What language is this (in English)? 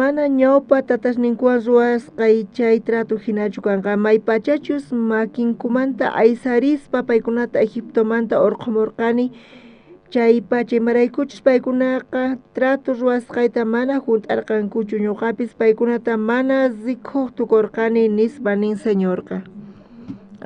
South Bolivian Quechua